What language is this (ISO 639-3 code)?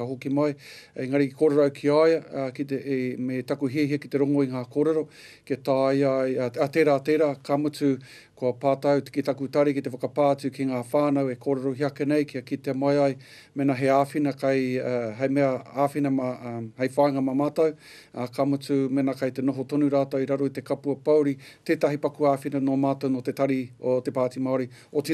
mri